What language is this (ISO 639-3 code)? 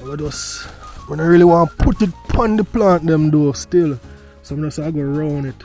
jam